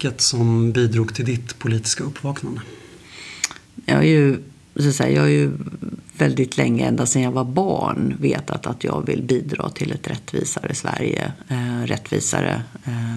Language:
Swedish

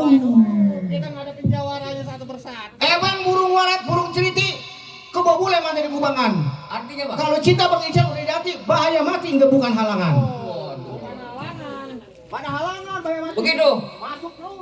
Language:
Betawi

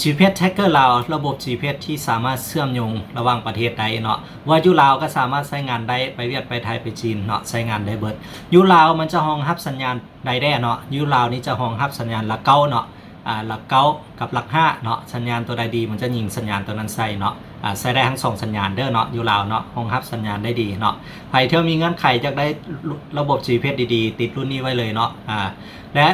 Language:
Lao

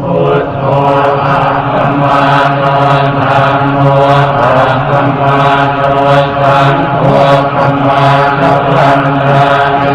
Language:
Pali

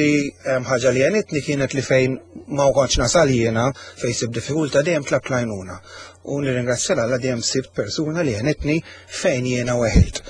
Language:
Maltese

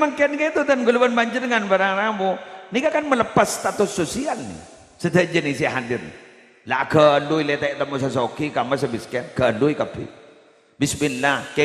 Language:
Madurese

